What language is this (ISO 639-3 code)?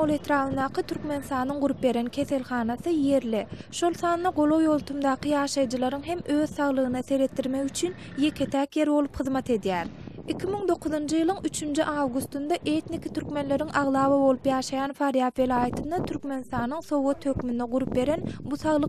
tuk